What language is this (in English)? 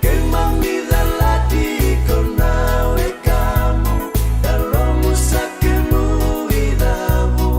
Fijian